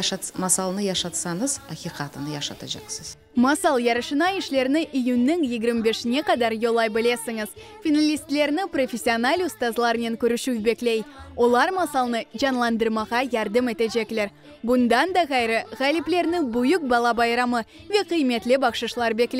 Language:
Crimean Tatar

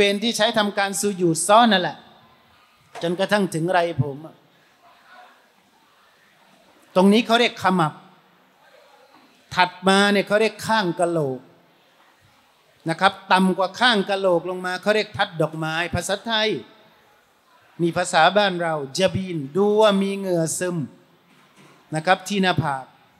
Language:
Thai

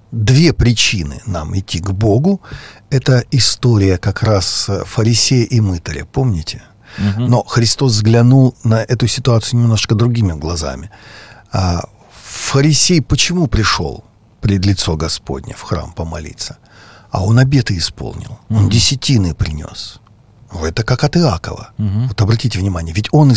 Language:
Russian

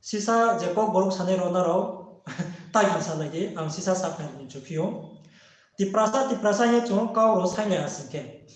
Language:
Riang (India)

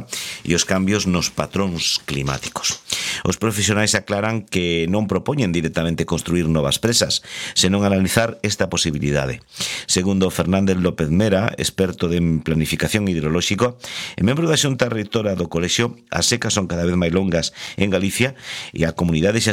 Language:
Galician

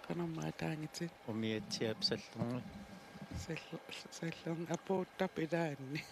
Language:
Kalaallisut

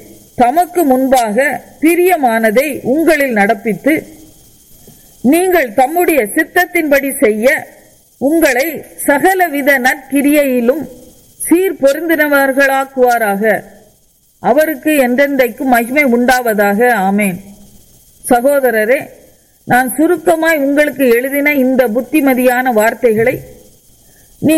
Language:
Tamil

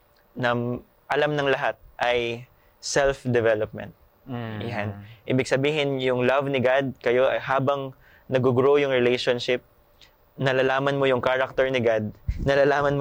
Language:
Filipino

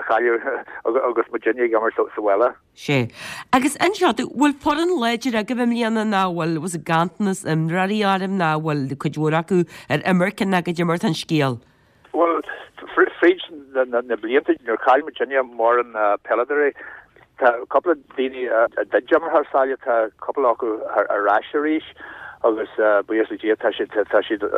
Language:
Irish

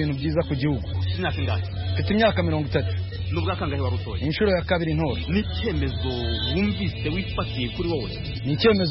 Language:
Kinyarwanda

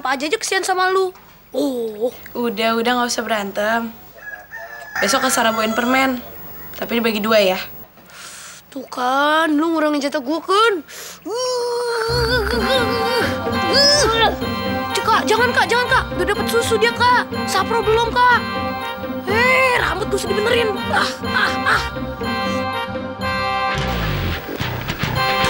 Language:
Indonesian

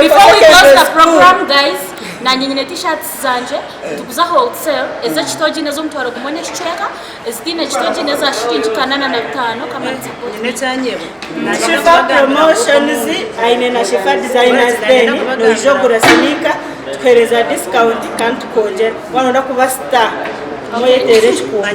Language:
Nyankole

